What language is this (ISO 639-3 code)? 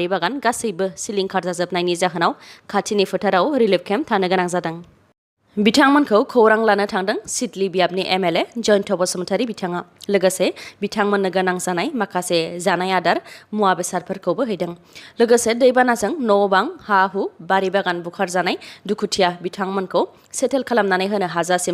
brx